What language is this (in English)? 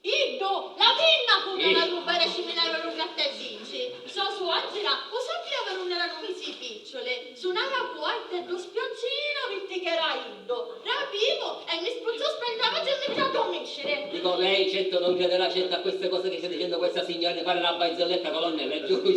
Sicilian